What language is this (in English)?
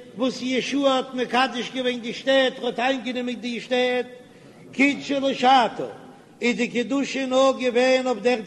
Yiddish